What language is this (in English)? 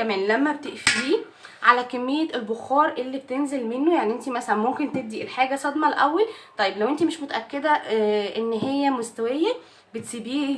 Egyptian Arabic